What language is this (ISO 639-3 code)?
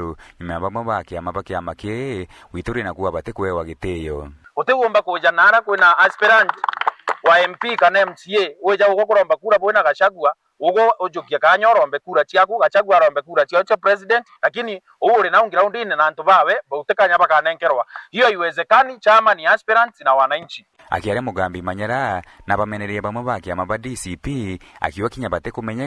mer